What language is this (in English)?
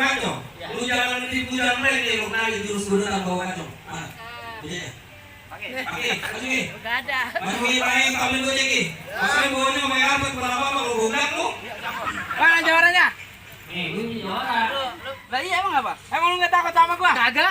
Betawi